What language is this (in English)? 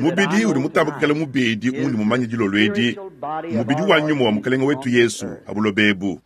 Luba-Lulua